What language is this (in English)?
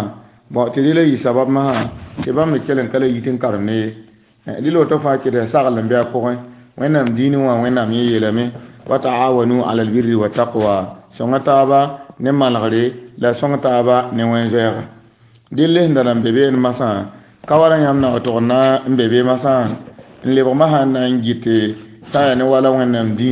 Mossi